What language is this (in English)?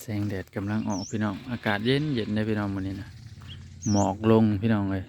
Northeastern Thai